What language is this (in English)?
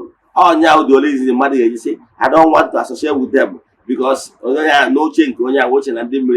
Igbo